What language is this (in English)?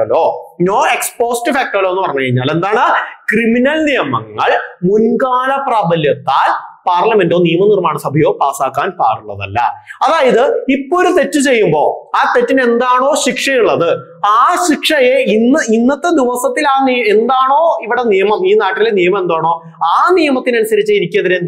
Malayalam